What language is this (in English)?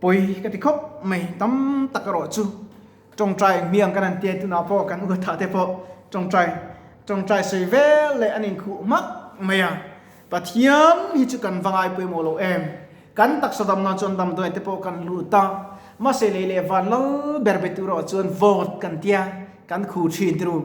Mizo